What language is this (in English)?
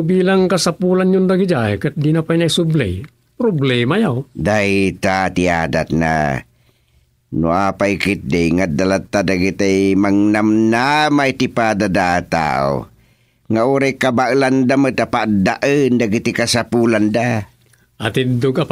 Iloko